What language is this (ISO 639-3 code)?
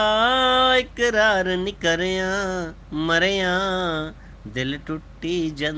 doi